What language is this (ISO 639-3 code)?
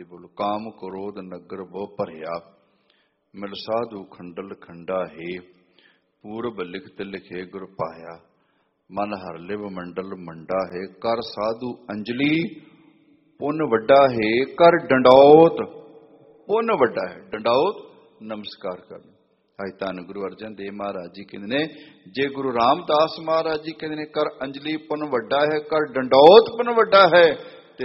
pan